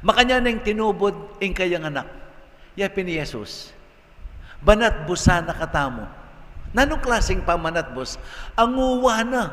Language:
Pampanga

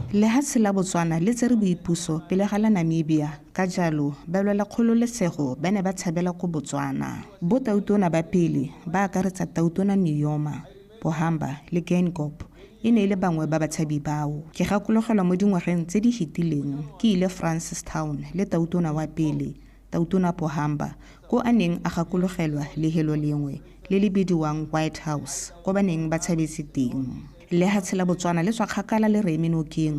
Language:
Tswana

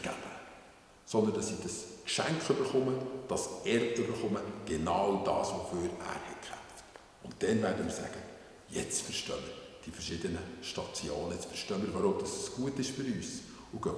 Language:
Swiss German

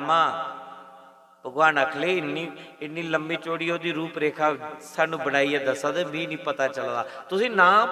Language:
Dogri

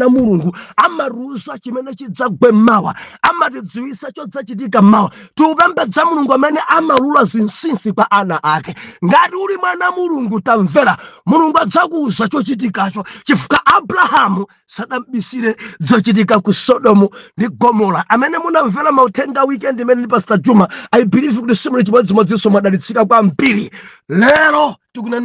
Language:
Nyanja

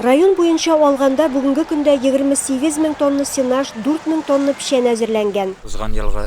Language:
Tatar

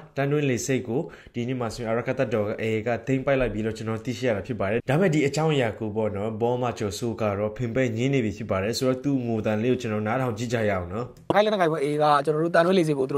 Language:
Burmese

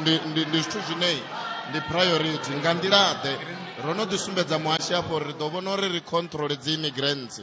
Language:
Venda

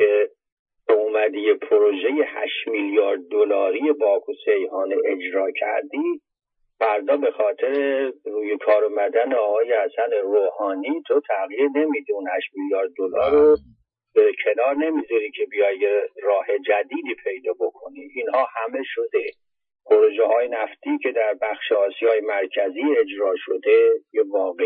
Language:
Persian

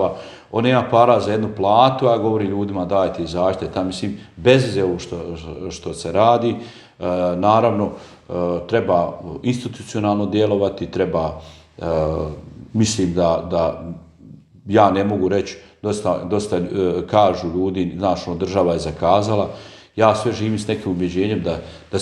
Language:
Bosnian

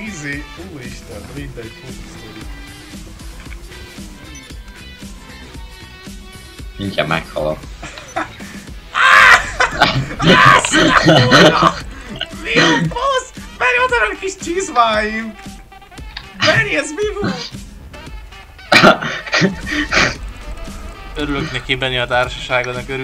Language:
Hungarian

